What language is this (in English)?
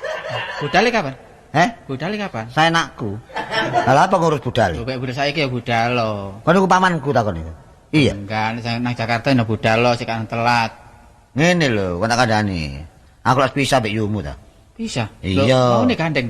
Javanese